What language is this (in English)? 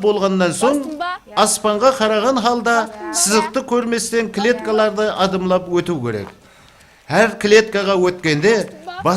Kara-Kalpak